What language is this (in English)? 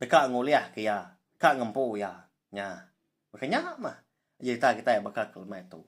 Iban